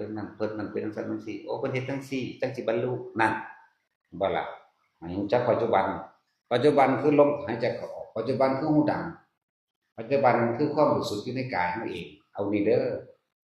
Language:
Northeastern Thai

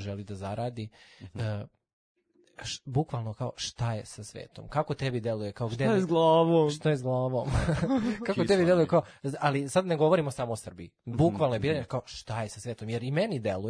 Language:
Serbian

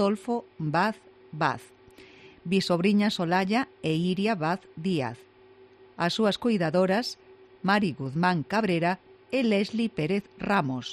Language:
Galician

